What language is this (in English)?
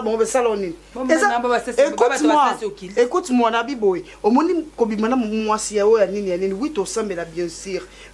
Lingala